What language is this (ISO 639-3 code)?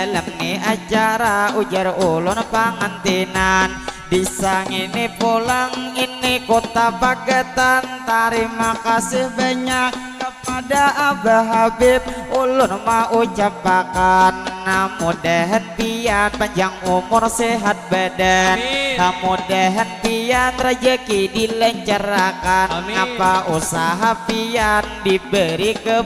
bjn